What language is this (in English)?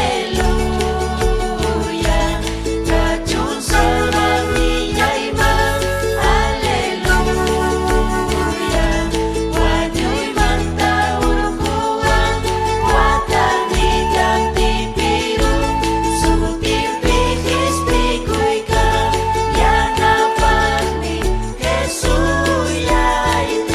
Ayacucho Quechua